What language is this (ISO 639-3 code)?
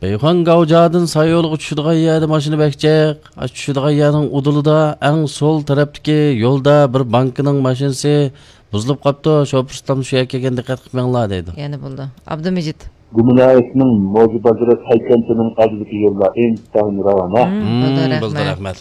uig